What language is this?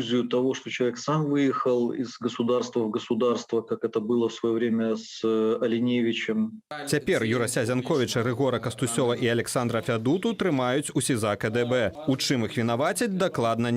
Belarusian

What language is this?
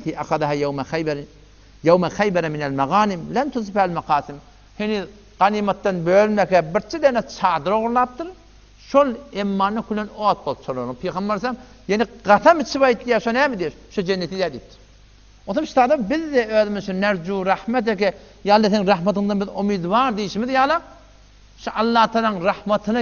Turkmen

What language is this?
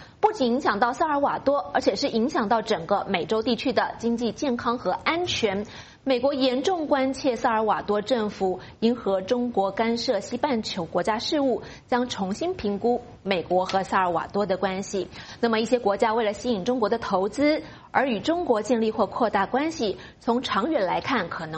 Chinese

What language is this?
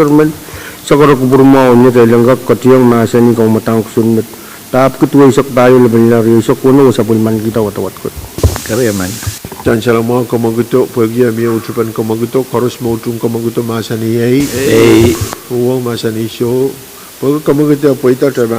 Pohnpeian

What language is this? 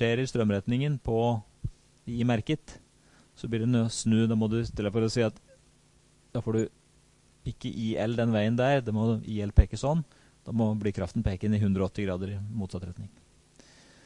Norwegian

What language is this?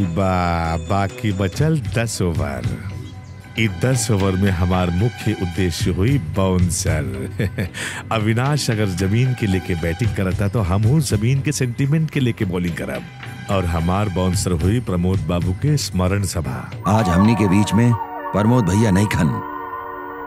Bhojpuri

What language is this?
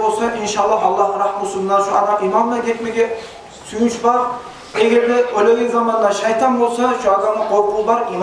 Kumyk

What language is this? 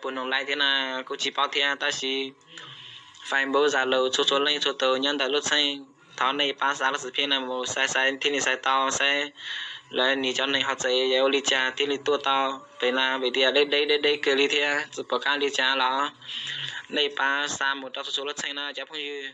Hmong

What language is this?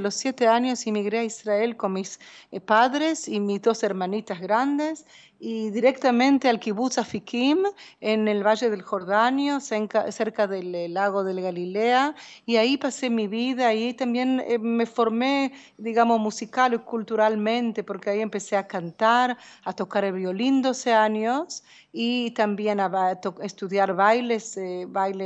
Spanish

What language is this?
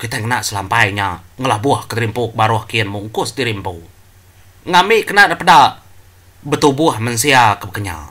Iban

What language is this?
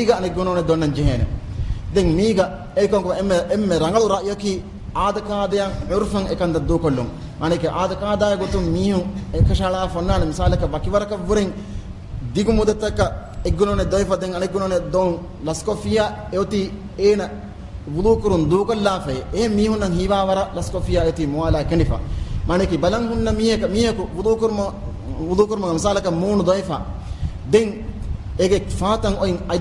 Divehi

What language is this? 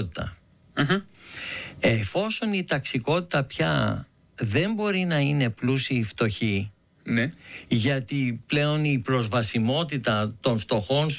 Greek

